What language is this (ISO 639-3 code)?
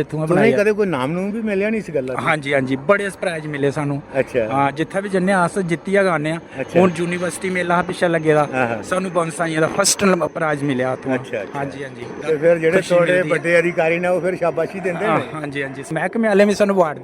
doi